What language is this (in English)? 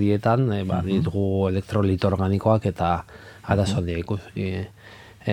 Basque